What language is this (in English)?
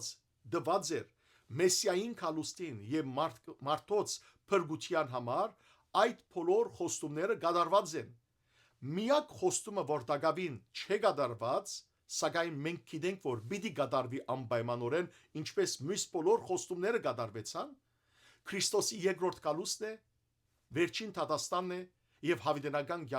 Western Armenian